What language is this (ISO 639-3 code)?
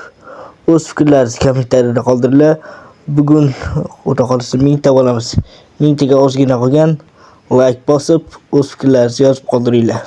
uzb